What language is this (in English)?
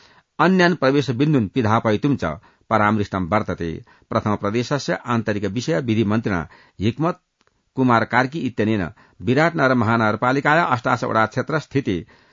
Sanskrit